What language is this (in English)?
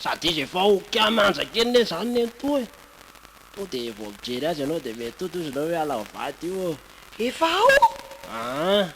Malagasy